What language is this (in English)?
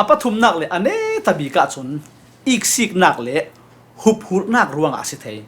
Falam Chin